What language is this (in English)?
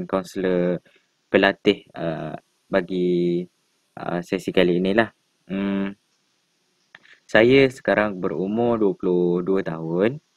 Malay